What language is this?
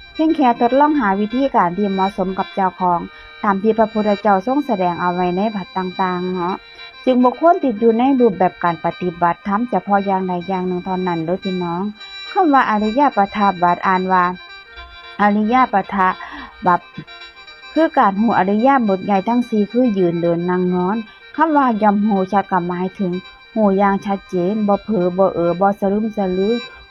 Lao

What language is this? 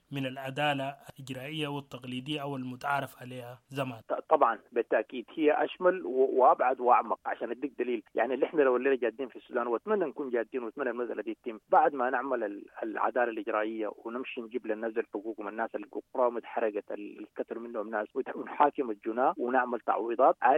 Sudanese Arabic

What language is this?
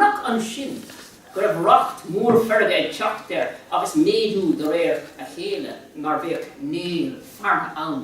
Irish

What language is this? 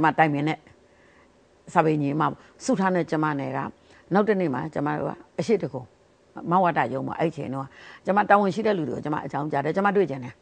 Burmese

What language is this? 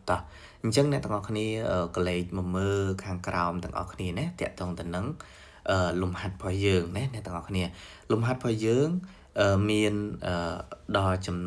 Khmer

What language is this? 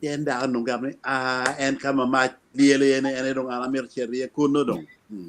Acoli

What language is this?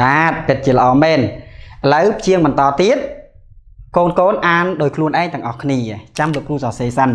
Khmer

